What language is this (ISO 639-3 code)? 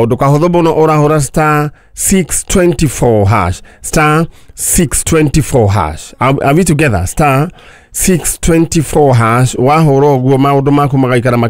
kik